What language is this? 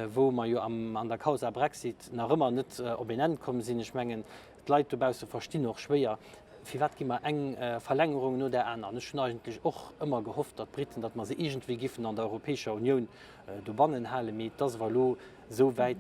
Luxembourgish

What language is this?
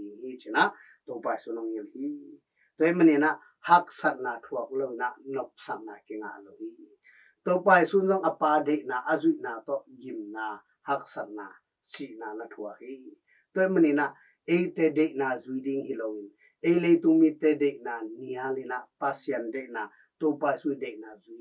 Tedim Chin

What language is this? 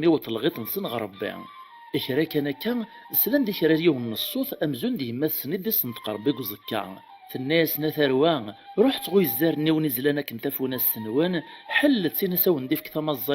Kabyle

